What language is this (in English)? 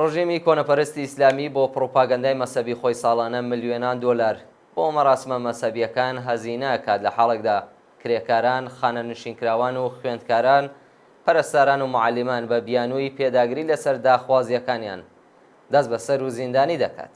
Central Kurdish